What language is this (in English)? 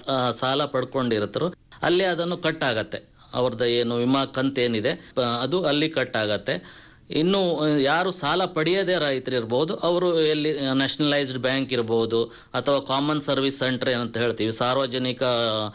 Kannada